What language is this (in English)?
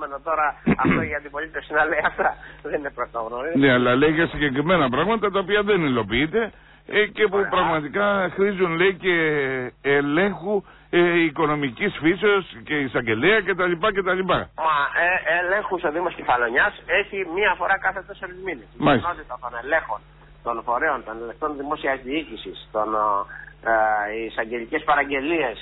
Greek